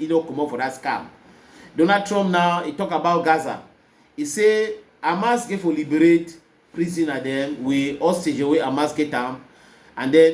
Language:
Cameroon Pidgin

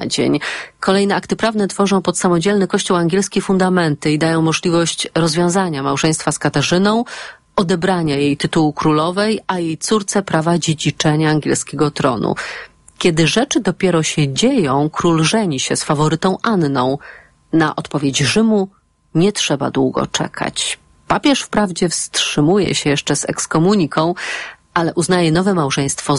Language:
Polish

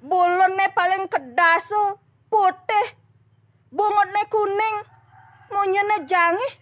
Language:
Balinese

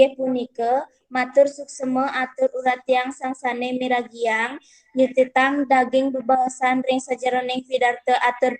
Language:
Balinese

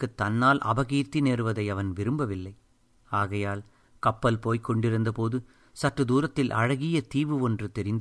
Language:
Tamil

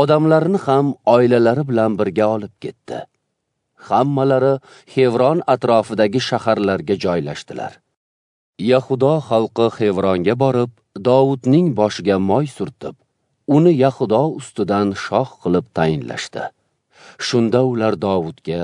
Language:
Uzbek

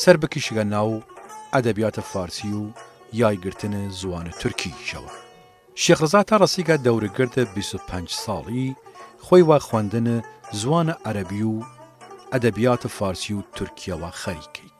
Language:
Southern Kurdish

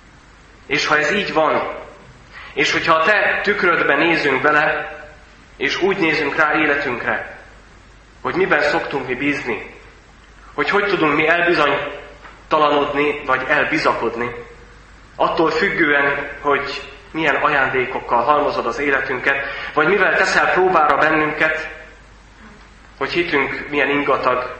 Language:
Hungarian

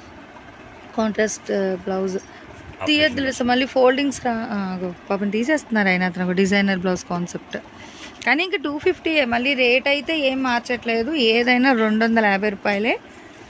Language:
Telugu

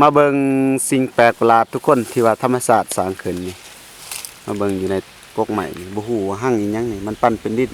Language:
Lao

